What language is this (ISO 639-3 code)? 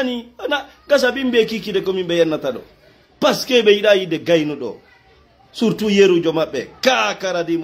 ful